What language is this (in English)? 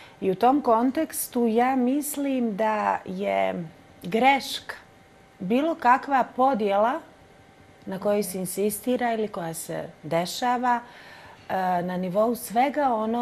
Bosnian